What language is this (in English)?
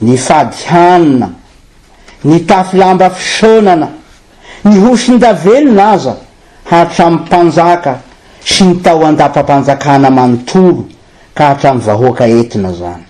Malagasy